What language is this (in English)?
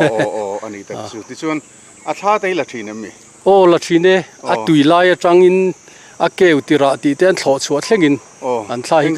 Mizo